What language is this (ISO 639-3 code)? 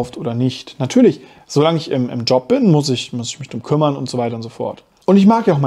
deu